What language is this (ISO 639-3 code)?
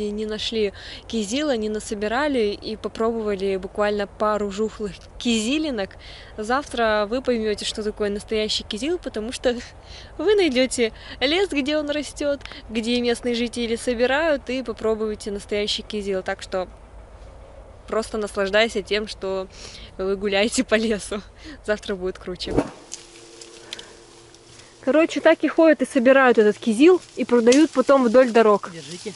rus